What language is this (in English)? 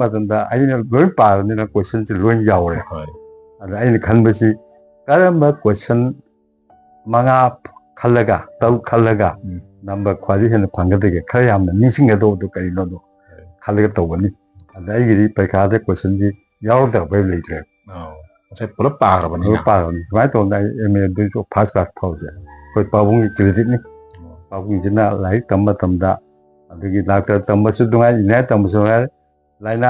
Manipuri